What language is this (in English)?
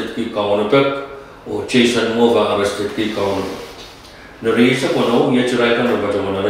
Pohnpeian